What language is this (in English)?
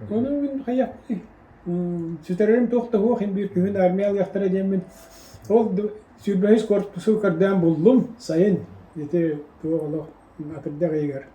Yakut